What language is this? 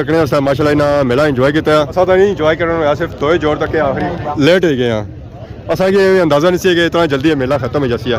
Pahari-Potwari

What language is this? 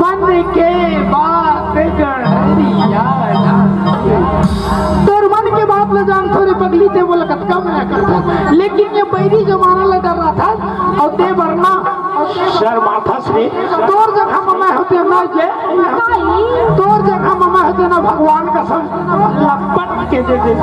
Chhattisgarhi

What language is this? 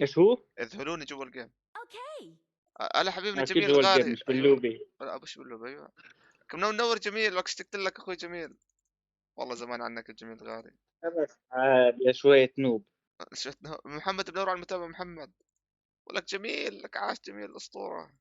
North Levantine Arabic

